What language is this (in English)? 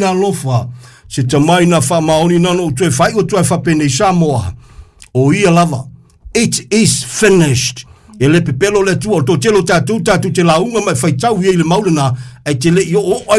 Samoan